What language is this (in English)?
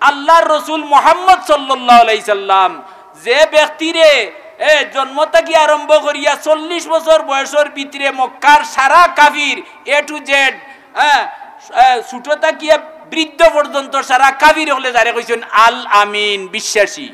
Sylheti